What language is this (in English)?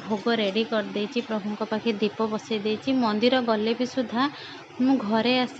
Odia